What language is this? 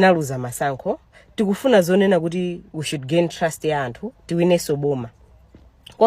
Nyanja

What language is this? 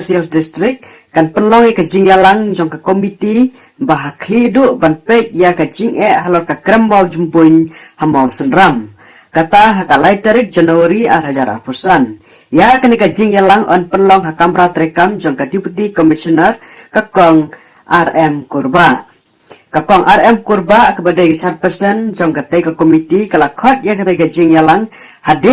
Khasi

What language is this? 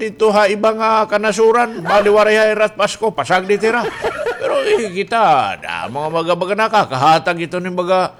Waray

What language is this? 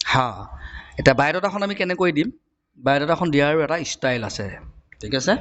Assamese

